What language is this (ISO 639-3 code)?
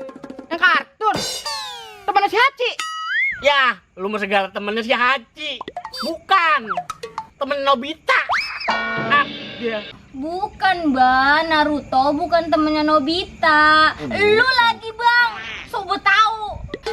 bew